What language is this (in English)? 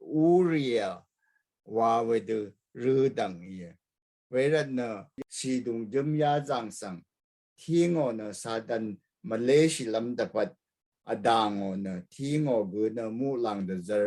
Rawang